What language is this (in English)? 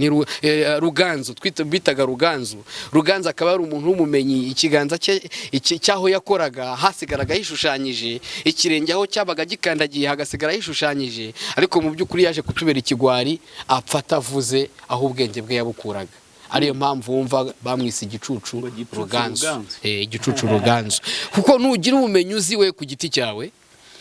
Kinyarwanda